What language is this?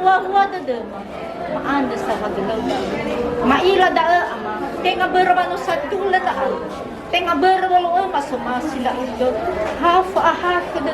Nias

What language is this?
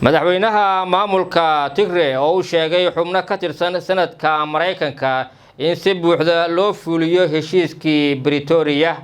Somali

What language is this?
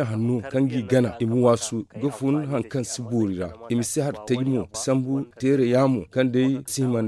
Zarma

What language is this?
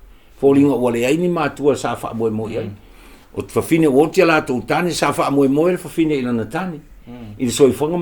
Samoan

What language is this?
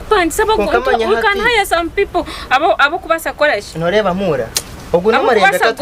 Nyankole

